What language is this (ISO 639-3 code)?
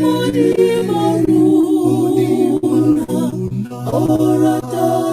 sot